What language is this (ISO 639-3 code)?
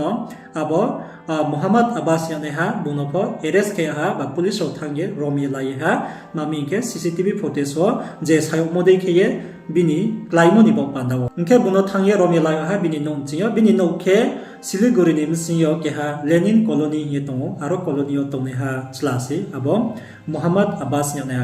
ria